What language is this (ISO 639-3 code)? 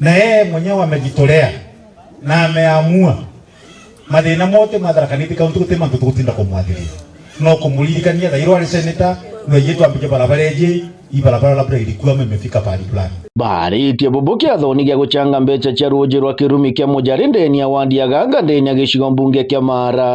mer